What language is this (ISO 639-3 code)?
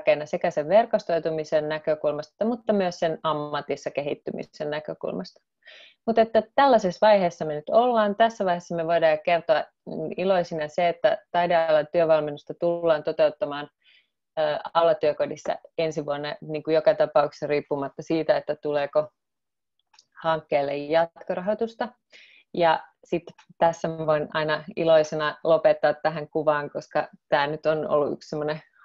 fin